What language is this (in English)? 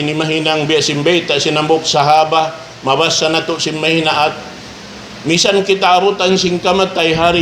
Tausug